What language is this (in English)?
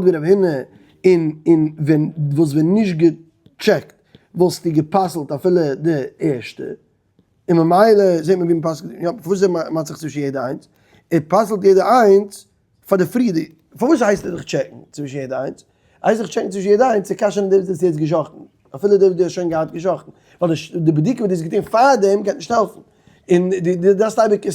Yiddish